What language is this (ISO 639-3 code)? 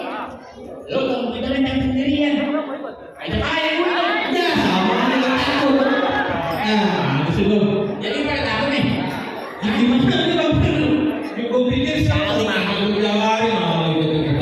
bew